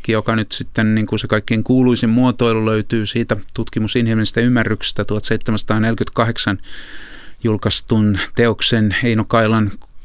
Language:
Finnish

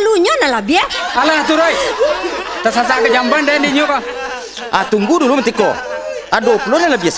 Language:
Minangkabau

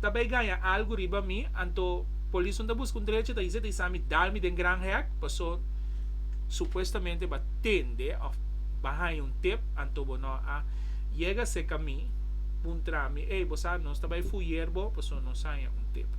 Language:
Papiamento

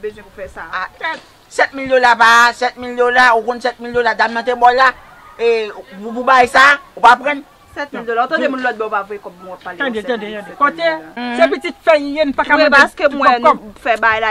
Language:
Haitian Creole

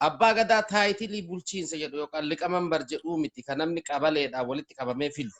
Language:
Oromo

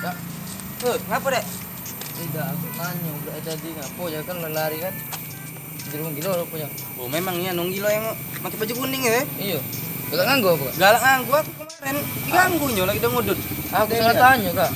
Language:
Musi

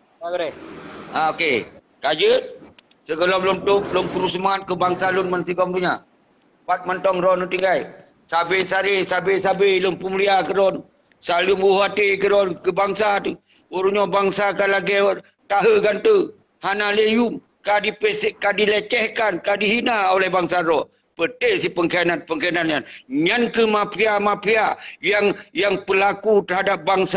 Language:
Achinese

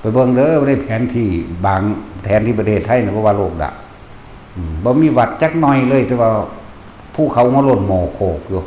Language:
Northeastern Thai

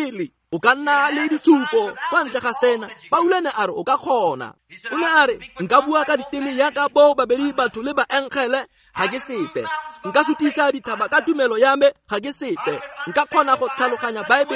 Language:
Tswana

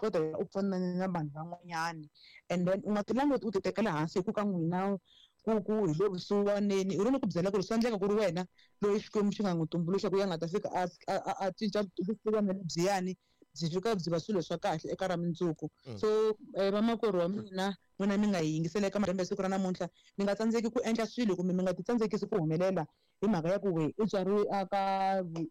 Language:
Tsonga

